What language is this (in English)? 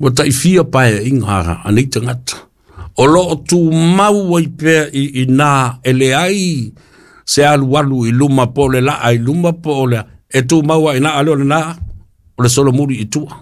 Samoan